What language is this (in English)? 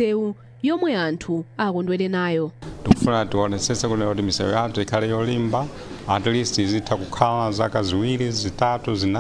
Nyanja